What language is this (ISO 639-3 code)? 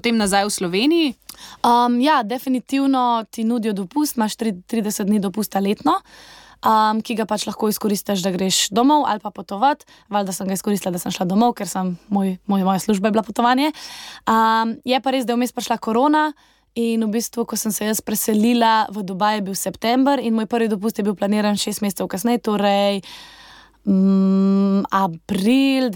slv